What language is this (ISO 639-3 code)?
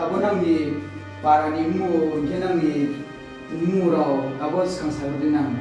ria